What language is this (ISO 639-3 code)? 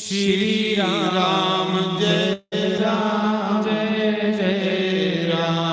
doi